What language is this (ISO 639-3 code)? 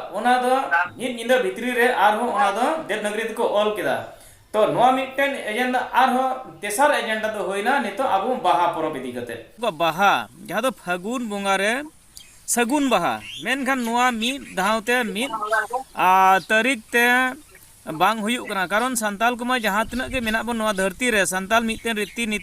sat